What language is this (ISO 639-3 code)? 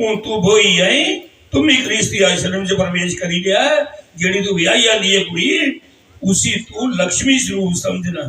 doi